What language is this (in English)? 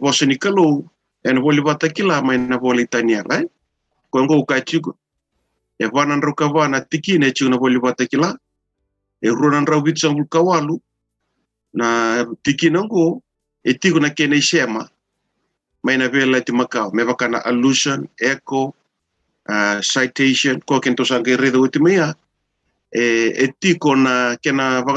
Fijian